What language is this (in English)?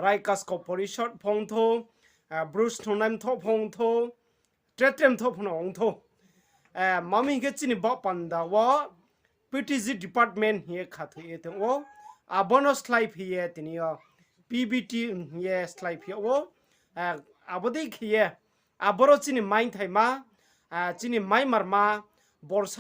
Riang (India)